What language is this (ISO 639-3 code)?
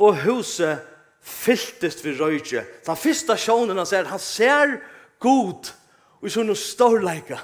fao